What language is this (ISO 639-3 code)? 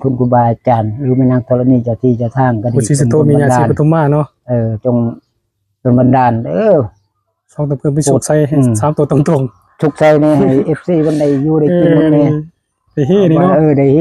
tts